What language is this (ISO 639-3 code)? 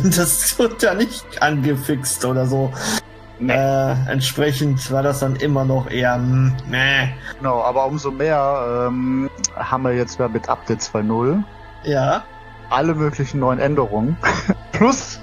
deu